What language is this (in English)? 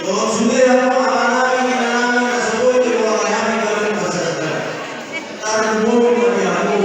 Batak Toba